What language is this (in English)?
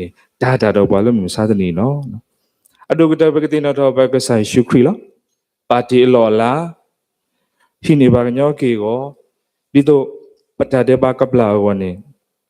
S'gaw Karen